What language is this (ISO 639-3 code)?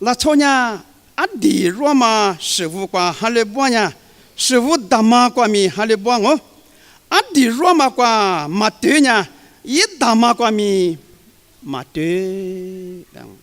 lis